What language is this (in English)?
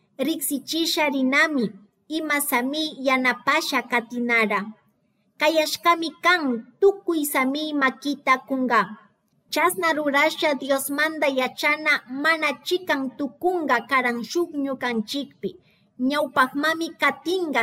Chimborazo Highland Quichua